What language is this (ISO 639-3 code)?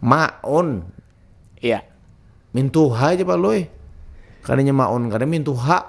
bjn